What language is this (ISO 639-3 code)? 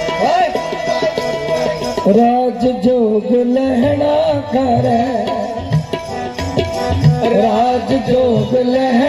hin